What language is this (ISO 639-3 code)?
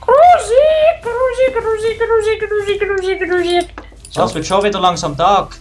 gsw